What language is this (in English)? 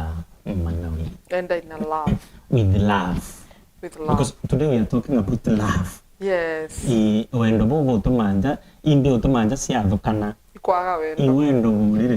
Meru